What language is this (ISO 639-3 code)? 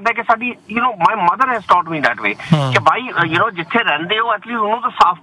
pan